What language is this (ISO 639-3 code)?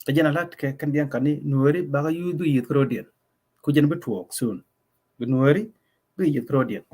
nus